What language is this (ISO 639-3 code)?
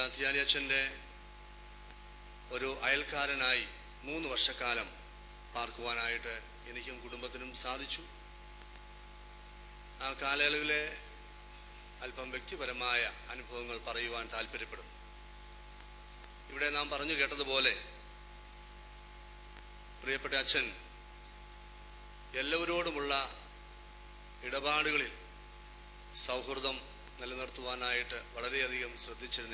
mal